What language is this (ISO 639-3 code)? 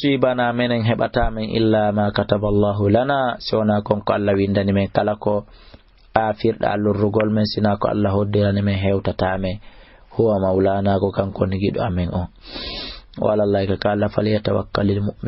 ful